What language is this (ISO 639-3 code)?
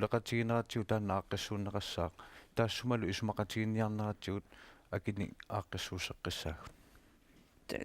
kal